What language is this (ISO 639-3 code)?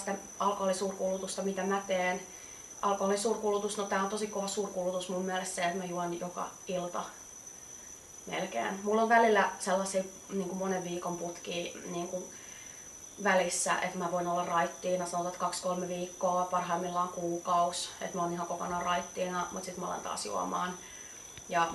fin